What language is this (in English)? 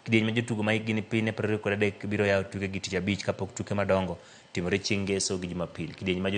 Luo (Kenya and Tanzania)